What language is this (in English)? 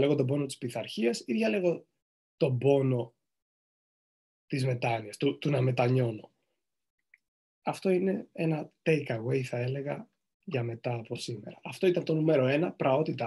Greek